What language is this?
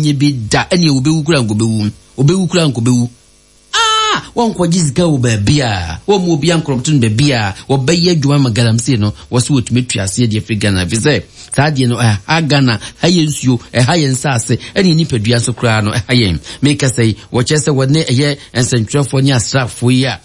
Akan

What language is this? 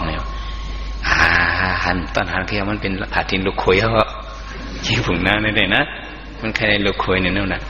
Shan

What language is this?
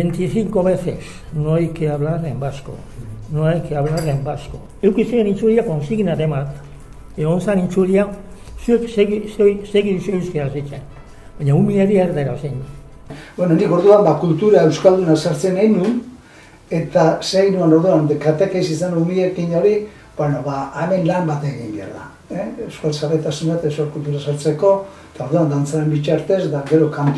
Basque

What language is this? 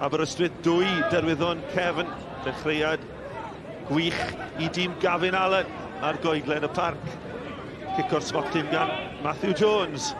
Welsh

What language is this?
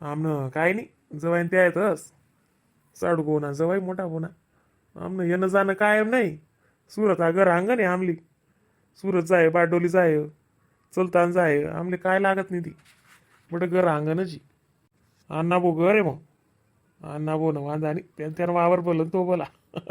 Khandesi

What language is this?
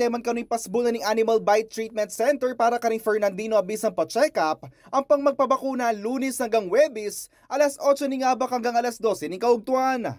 Pampanga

